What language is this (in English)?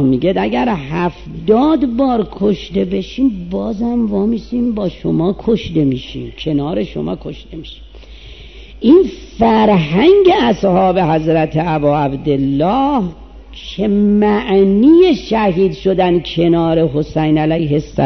Persian